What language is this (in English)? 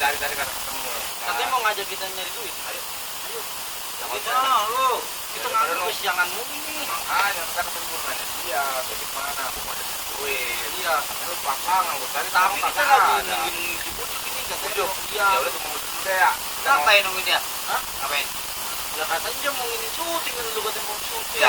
Betawi